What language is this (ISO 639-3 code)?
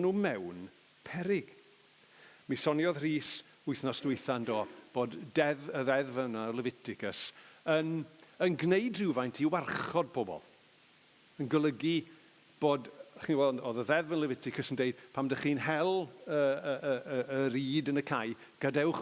cym